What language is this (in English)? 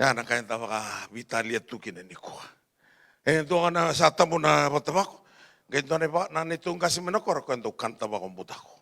Fijian